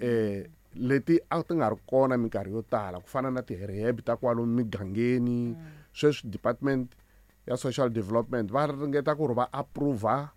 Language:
Tsonga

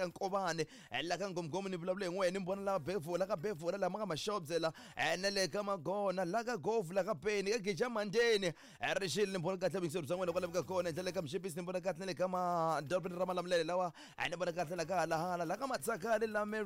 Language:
Tsonga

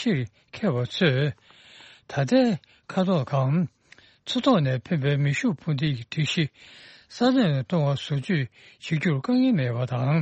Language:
Tibetan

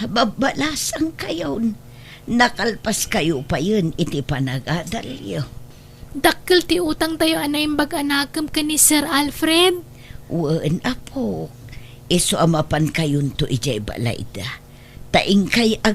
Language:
Iloko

